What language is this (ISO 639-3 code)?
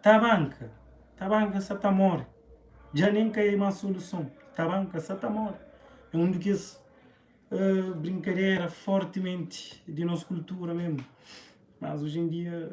kea